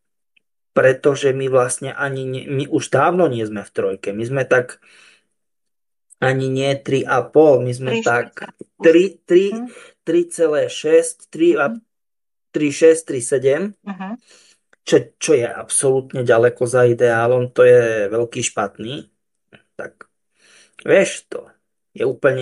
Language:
Slovak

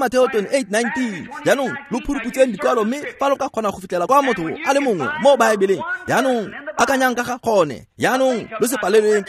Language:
Tswana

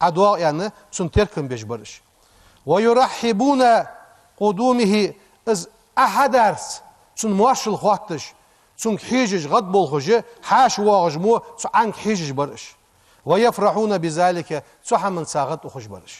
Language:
Ingush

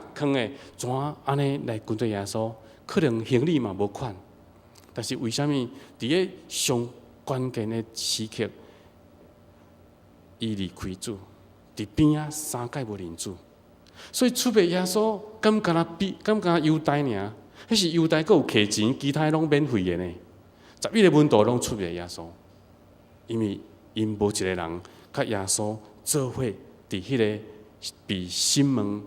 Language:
Min Nan Chinese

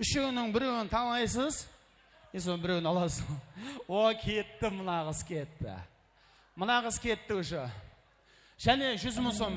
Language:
Kara-Kalpak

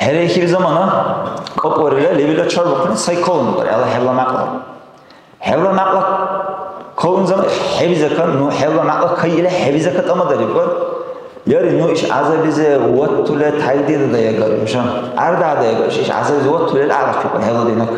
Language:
Dargwa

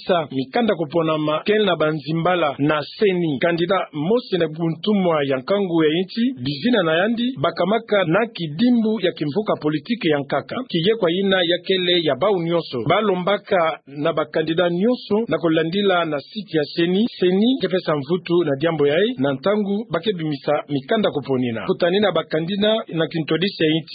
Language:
Kituba (Democratic Republic of Congo)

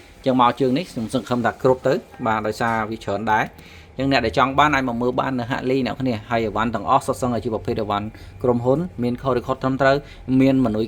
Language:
Khmer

